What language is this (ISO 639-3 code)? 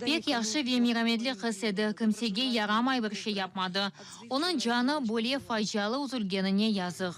crh